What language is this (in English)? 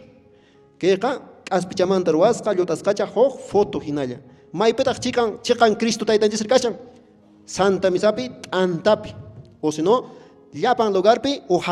Quechua